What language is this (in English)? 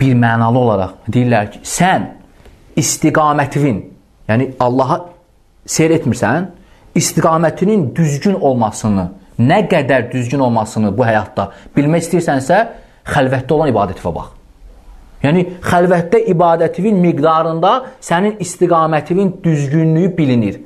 Azerbaijani